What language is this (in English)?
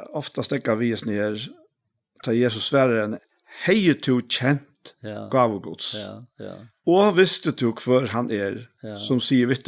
Faroese